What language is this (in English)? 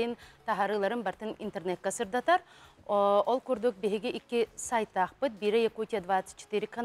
Yakut